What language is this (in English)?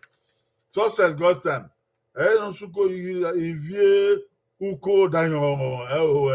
Bini